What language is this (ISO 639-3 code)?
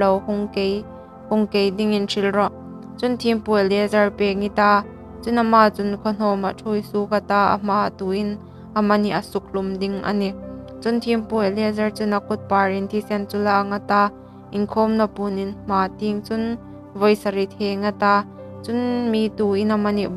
hmr